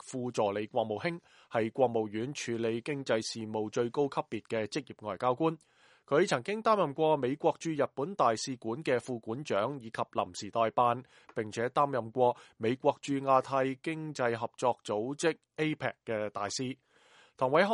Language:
Cantonese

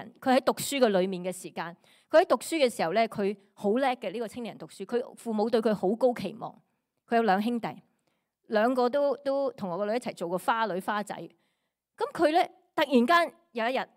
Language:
Cantonese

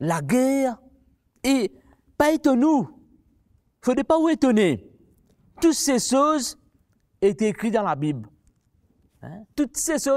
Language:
Morisyen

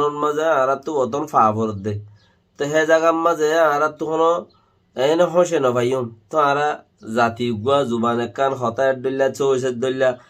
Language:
Rohingya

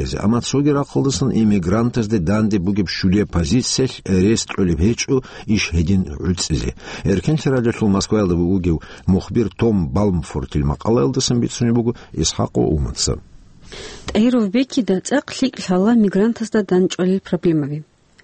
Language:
Avaric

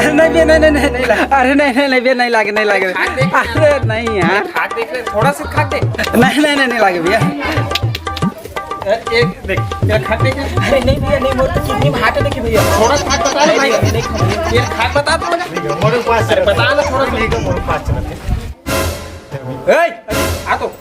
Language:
Chhattisgarhi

